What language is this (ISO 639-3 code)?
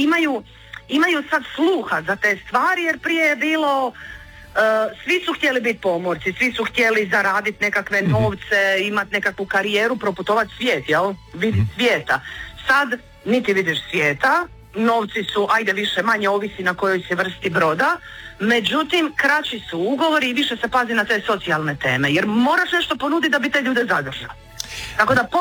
hrv